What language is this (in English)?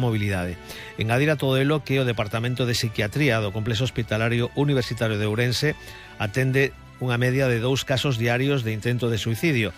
Galician